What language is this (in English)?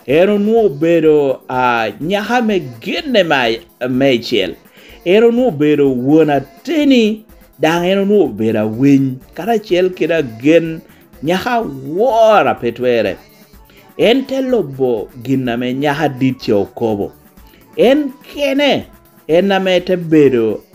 Lango (Uganda)